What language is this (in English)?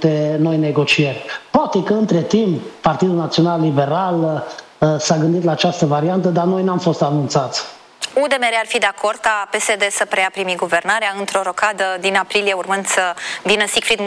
Romanian